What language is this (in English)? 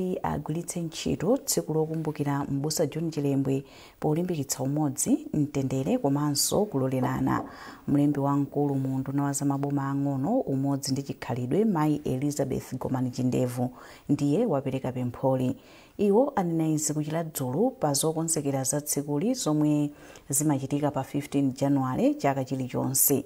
Nyanja